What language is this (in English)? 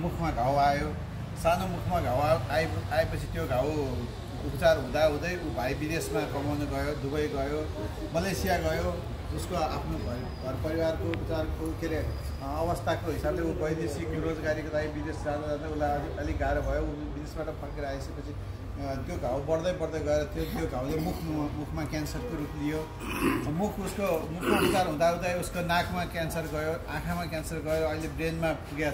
Nepali